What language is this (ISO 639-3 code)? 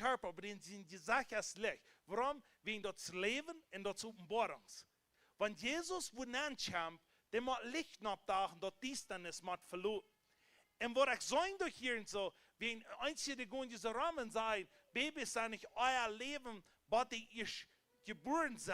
pdt